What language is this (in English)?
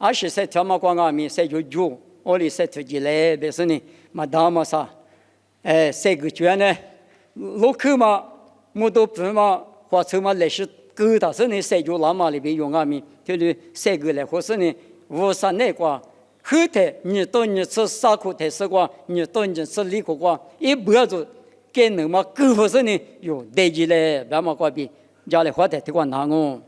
Lisu